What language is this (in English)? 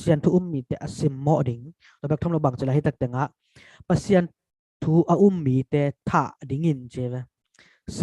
Tedim Chin